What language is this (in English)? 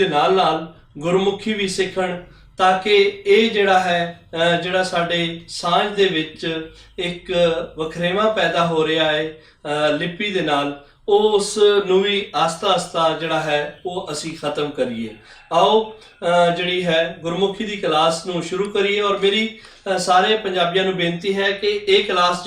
Western Panjabi